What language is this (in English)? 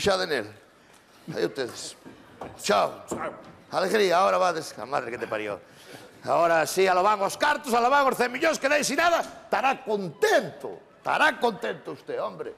Galician